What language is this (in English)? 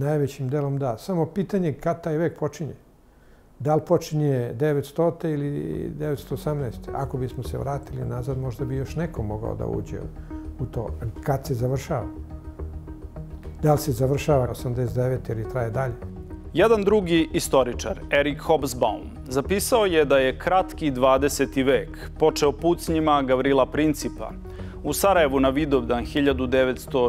Serbian